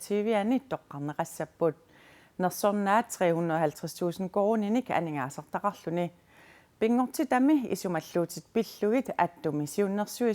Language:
Kalaallisut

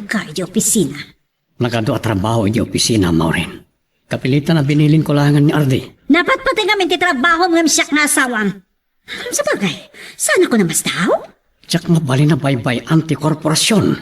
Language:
Iloko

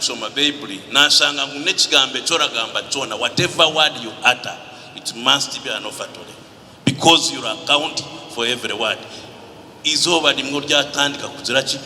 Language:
Nyankole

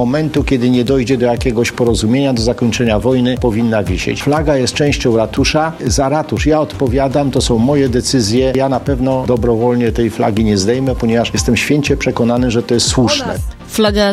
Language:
Polish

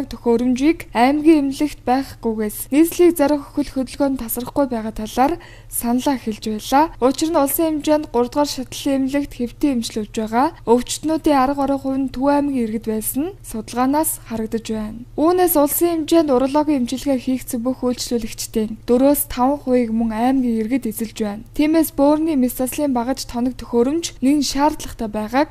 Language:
Mongolian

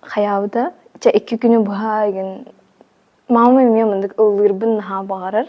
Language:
Yakut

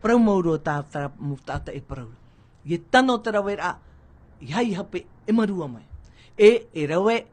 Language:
Tahitian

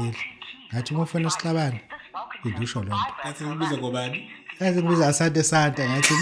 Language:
Zulu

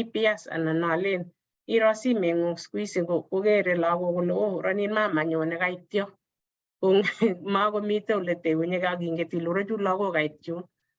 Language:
Kalenjin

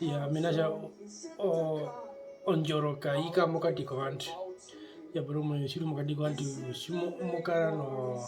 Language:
Herero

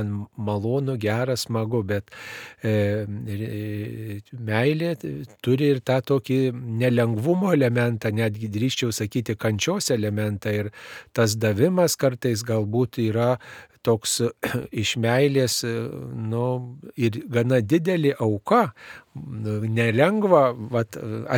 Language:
Lithuanian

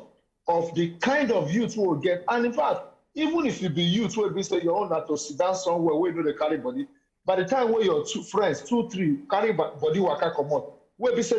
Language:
Nigerian Pidgin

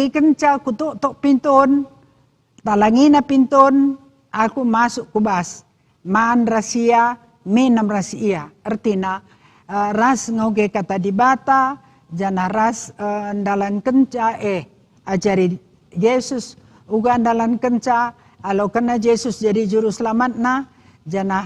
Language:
Batak Karo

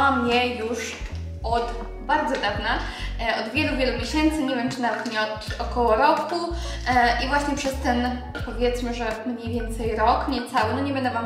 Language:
Polish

